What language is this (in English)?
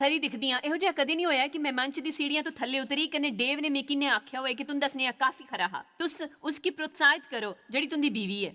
Dogri